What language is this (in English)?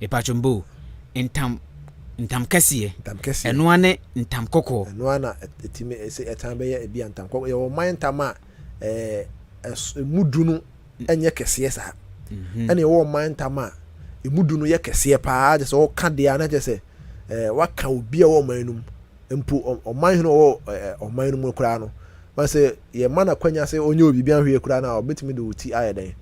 Akan